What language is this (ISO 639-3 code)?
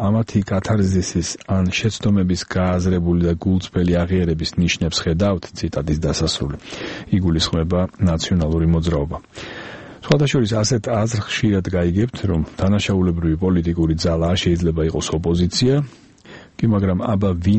kat